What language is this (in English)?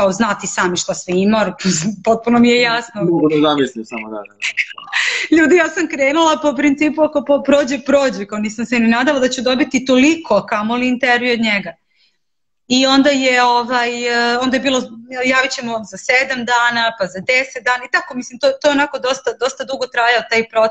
Serbian